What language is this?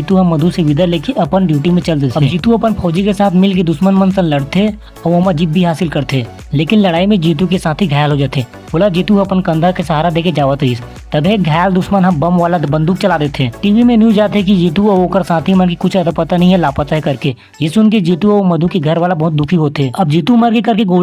Chhattisgarhi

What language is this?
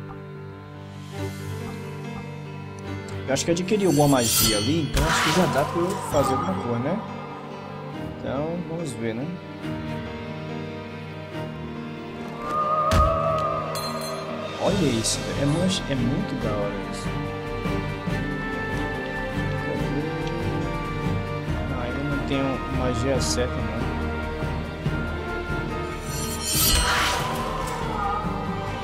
Portuguese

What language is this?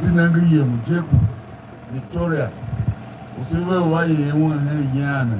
Tiv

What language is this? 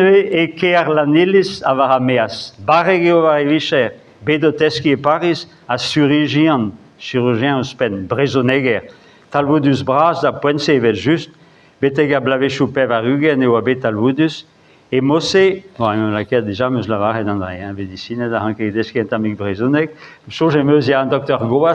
Breton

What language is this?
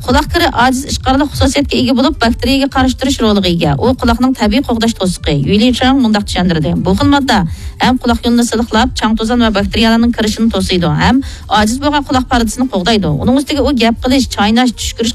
Uyghur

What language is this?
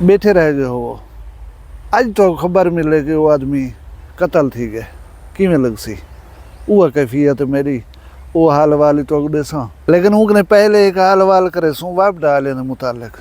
Saraiki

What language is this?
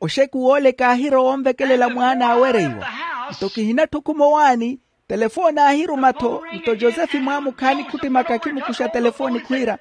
Makhuwa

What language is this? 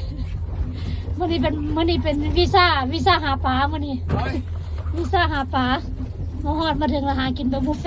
Lao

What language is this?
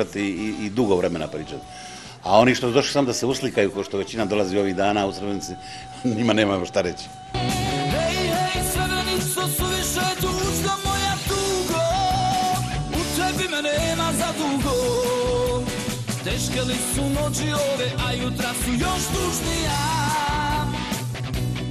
Bosnian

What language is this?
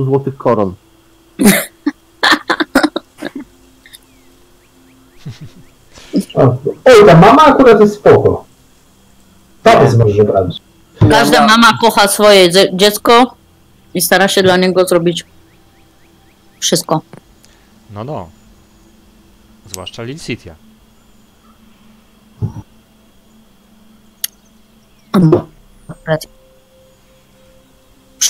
Polish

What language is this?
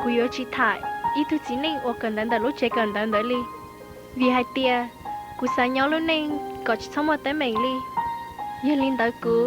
Hmong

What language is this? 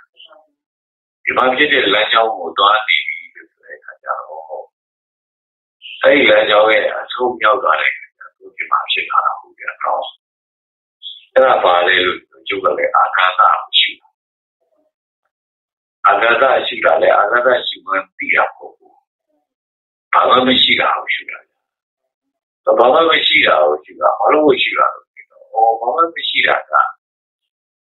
Burmese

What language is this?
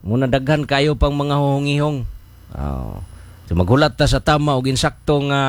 Cebuano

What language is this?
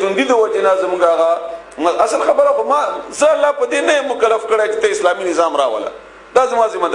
Pashto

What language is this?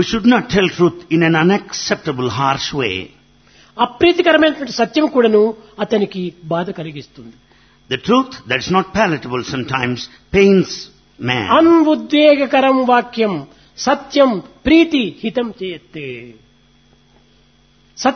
Telugu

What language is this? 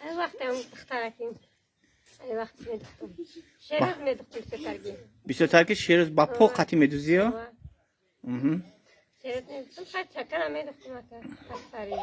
Tajik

